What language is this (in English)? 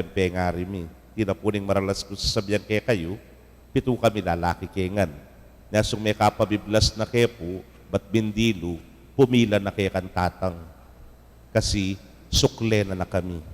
Pampanga